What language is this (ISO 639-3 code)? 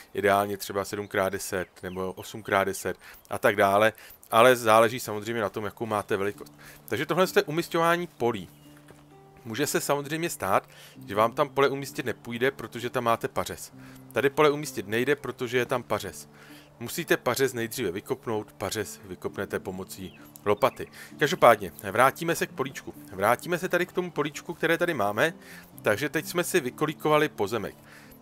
ces